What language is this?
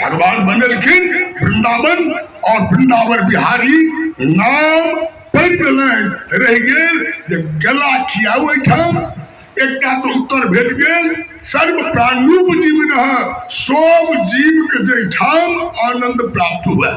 Maithili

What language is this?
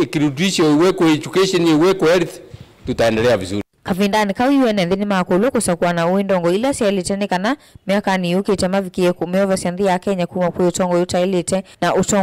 Kamba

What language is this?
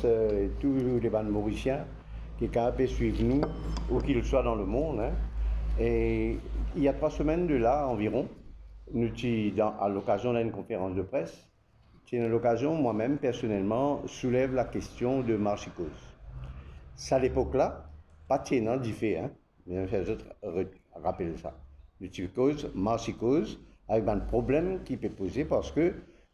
Morisyen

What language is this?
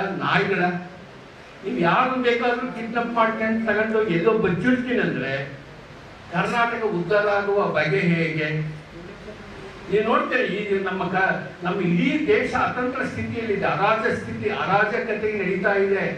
Kannada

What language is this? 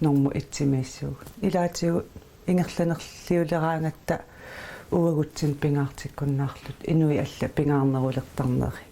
Kalaallisut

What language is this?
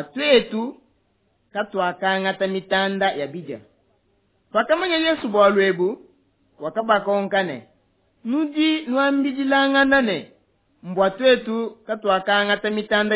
Luba-Lulua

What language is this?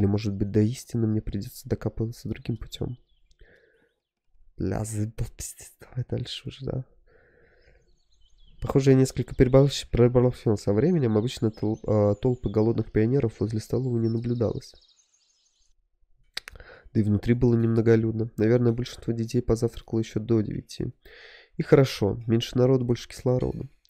Russian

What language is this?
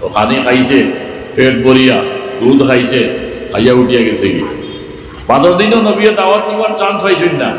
Sylheti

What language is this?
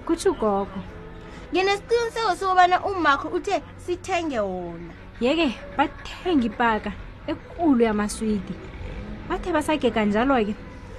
South Ndebele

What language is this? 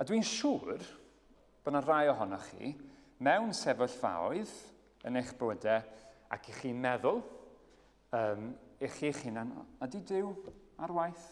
Welsh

